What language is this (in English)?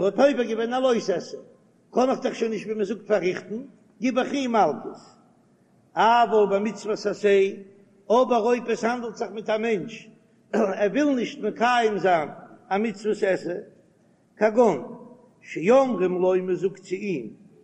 Yiddish